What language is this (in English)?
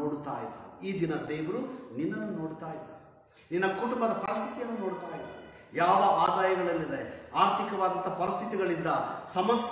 Kannada